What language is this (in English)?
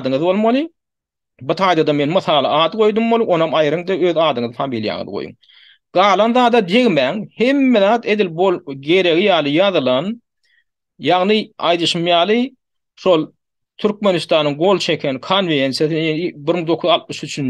Turkmen